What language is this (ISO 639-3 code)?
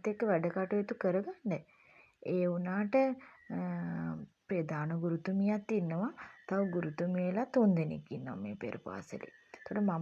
sin